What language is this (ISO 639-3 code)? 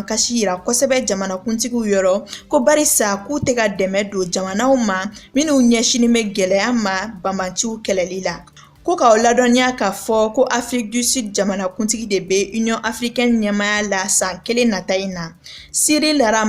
bam